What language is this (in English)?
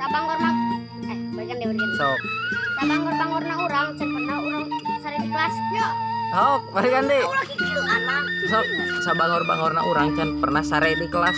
Sundanese